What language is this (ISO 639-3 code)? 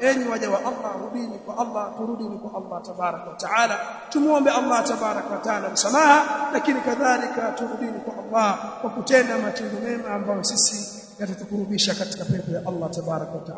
swa